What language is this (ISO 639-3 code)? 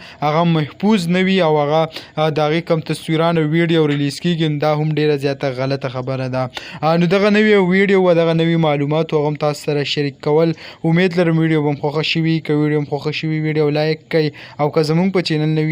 pus